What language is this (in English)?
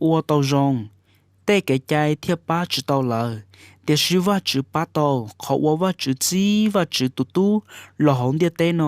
Hmong